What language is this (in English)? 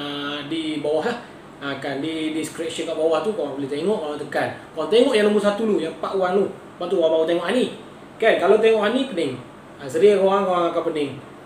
Malay